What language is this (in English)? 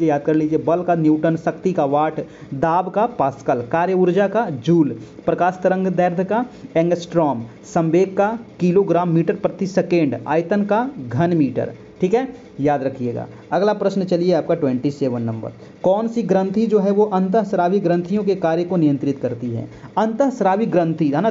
Hindi